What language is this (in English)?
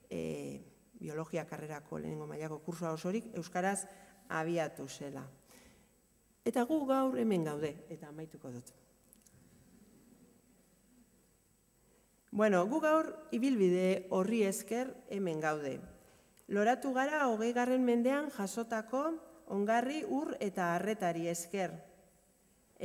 Basque